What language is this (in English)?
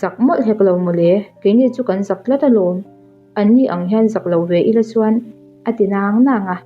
Mizo